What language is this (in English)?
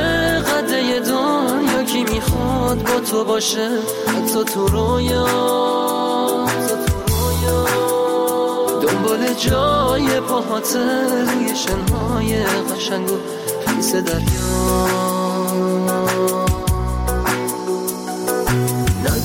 Persian